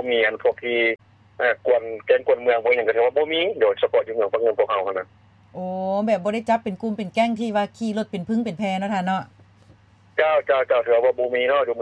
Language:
Lao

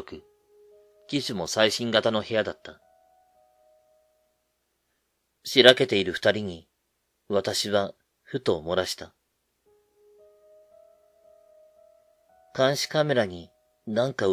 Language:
Japanese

